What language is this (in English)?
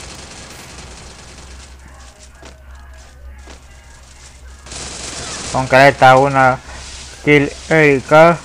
Spanish